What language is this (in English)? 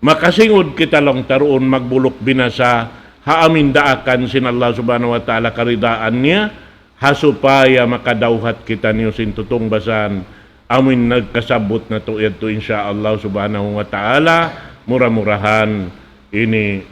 Tausug